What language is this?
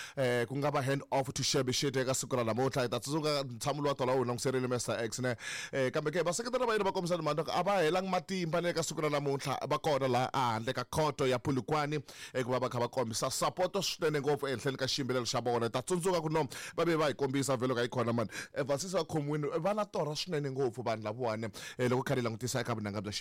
Tsonga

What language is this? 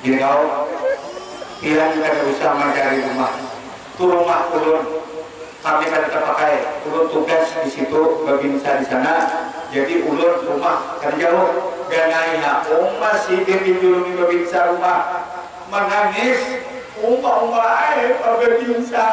Banjar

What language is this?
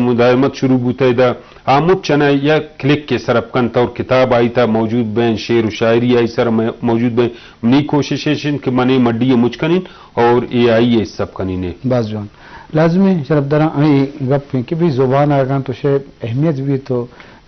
Baluchi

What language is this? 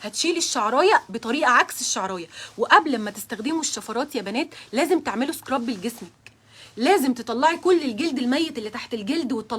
Egyptian Arabic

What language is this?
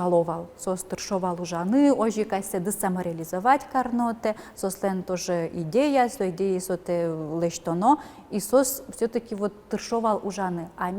Udmurt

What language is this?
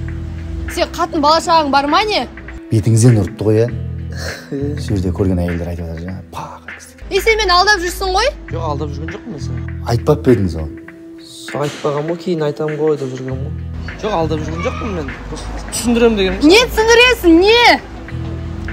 Kazakh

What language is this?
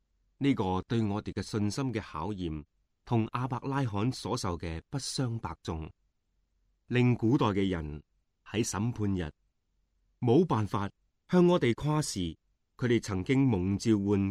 Cantonese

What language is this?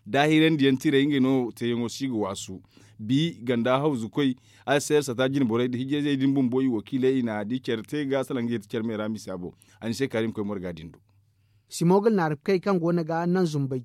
Zarma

